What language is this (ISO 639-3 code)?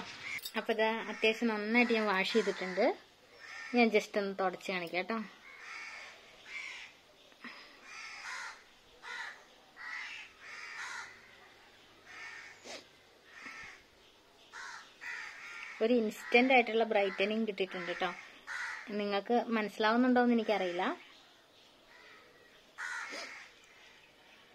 mal